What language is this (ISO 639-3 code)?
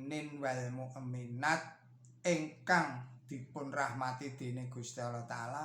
jav